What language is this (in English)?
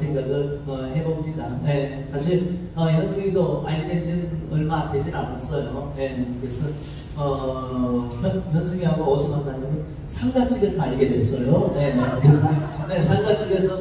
Korean